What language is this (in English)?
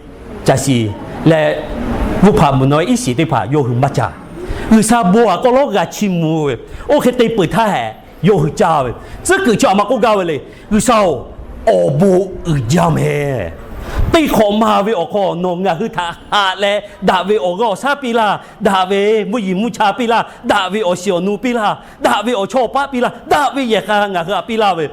Lahu